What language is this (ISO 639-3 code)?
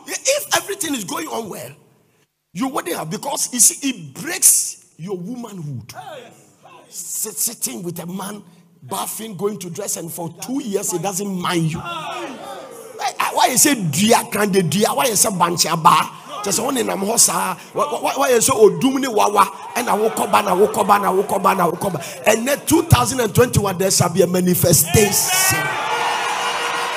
eng